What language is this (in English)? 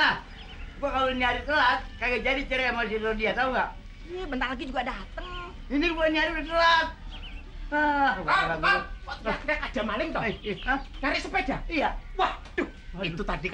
Betawi